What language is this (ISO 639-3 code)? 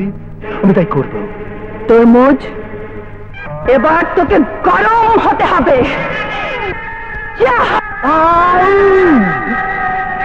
ben